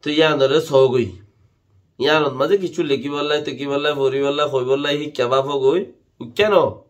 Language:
Rohingya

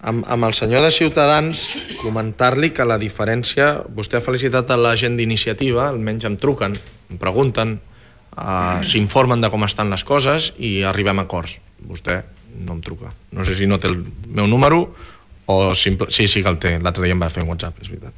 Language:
Catalan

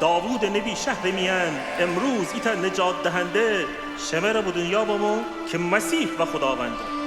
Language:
Gilaki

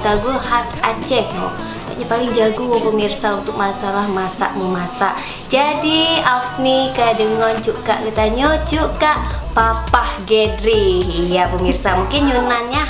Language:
Achinese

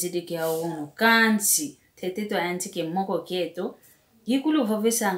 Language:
Swahili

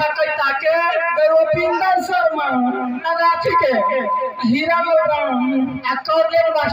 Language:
Maithili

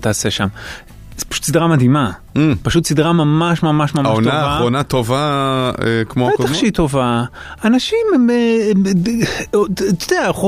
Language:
Hebrew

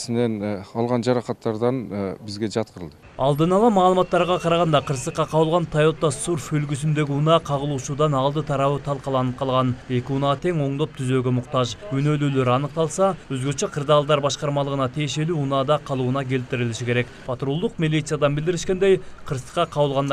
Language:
Kyrgyz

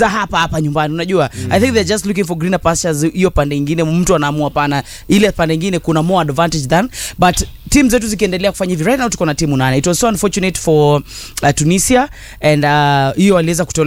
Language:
Swahili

